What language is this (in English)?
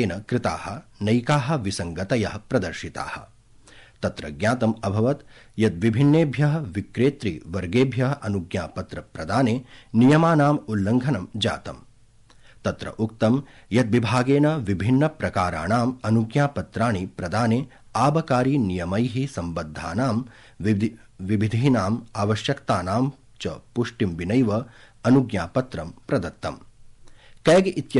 Sanskrit